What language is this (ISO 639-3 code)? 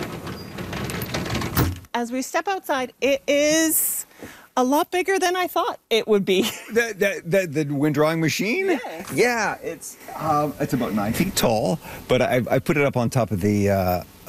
eng